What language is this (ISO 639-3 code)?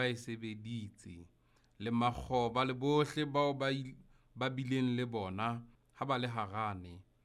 sot